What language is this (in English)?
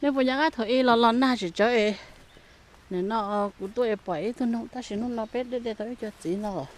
Hmong